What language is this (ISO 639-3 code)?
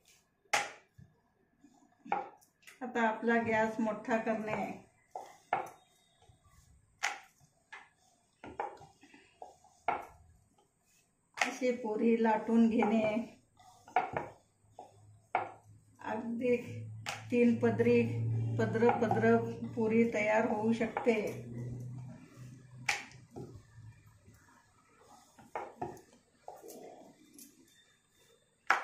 mar